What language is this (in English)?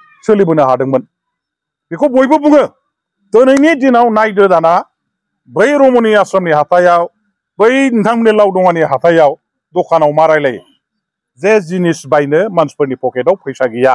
Bodo